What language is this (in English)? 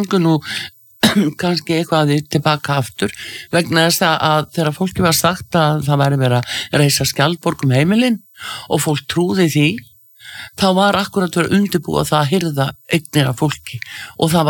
Icelandic